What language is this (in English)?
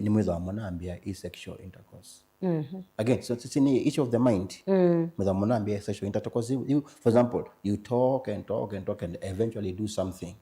Kamba